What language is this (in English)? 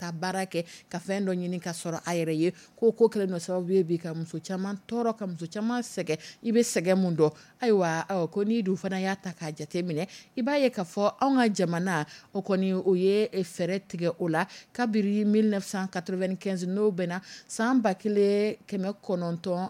Dyula